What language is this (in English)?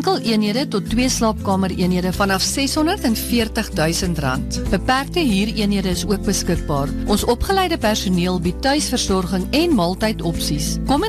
Afrikaans